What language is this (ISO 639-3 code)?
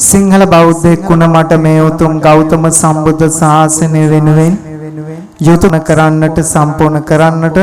sin